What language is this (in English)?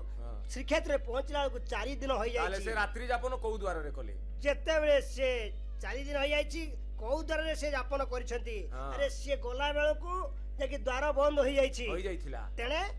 Odia